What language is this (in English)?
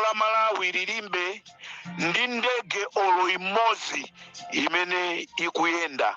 Nyanja